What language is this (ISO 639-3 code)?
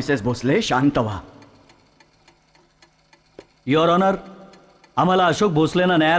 mar